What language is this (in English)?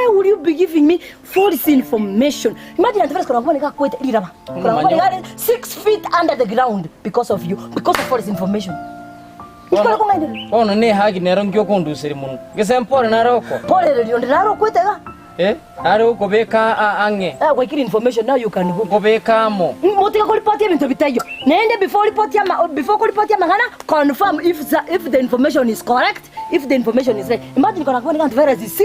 Gusii